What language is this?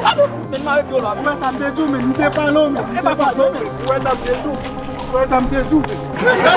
Haitian Creole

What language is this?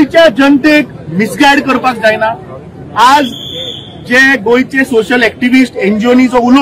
Konkani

